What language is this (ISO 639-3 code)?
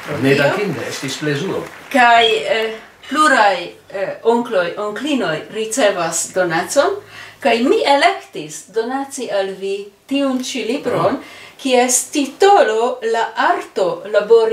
epo